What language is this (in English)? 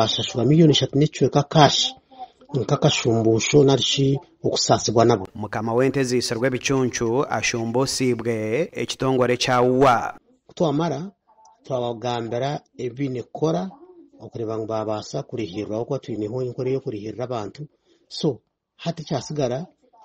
Nyankole